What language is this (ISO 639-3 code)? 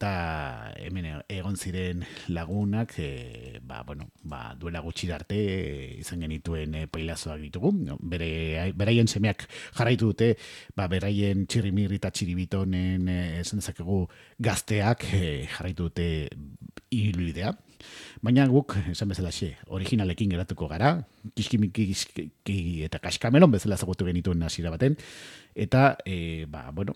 eus